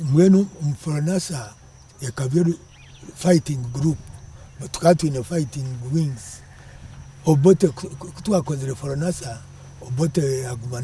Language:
Nyankole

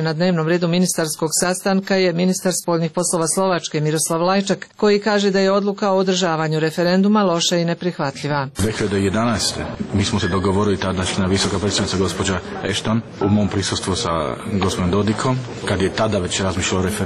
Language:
Serbian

